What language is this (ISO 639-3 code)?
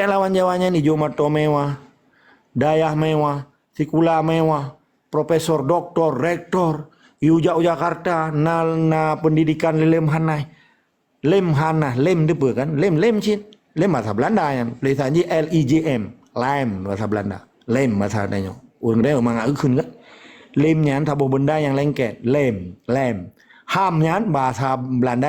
ace